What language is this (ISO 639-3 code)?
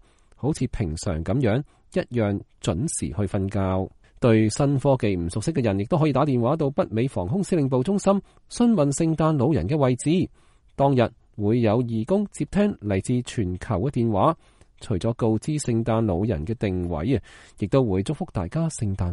yue